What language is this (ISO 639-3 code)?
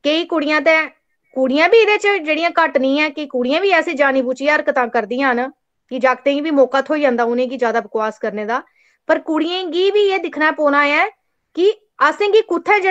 doi